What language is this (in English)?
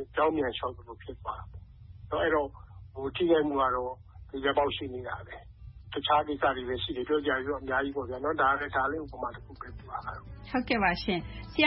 Burmese